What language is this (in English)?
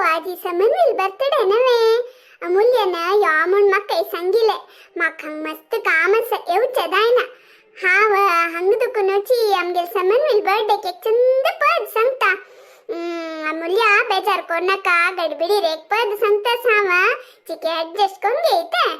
Konkani